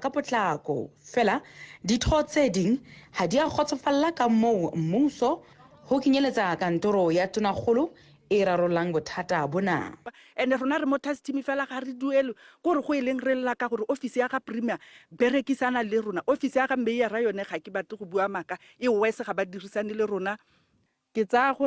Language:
Tswana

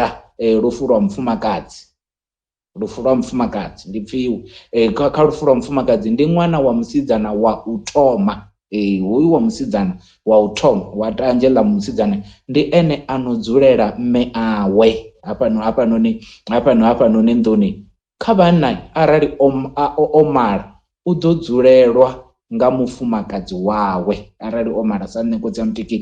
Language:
Venda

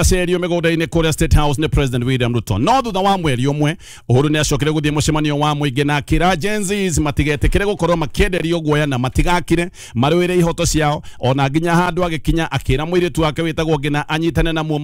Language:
Kikuyu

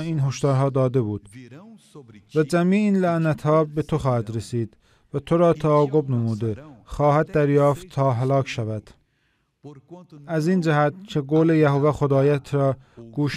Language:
Persian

